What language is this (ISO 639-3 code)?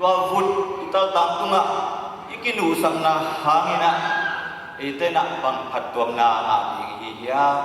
ctd